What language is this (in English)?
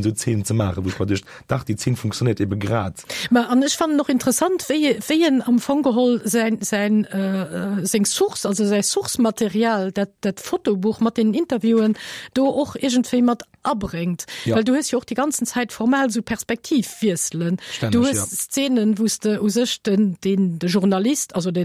Luxembourgish